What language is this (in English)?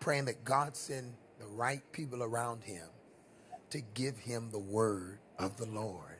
Falam Chin